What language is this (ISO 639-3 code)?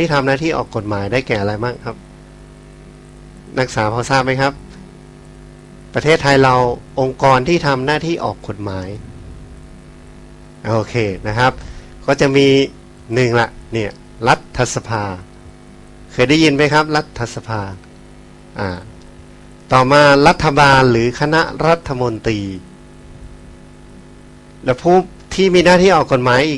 tha